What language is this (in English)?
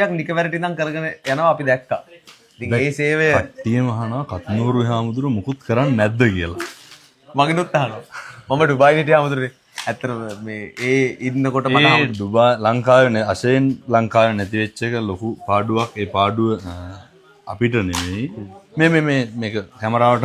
Sinhala